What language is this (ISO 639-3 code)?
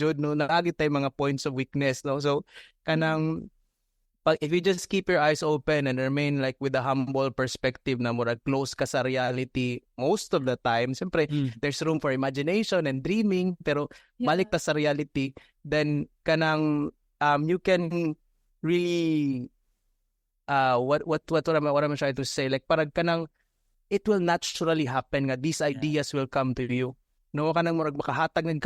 ceb